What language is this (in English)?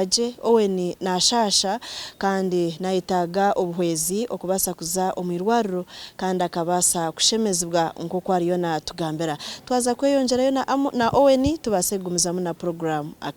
Nyankole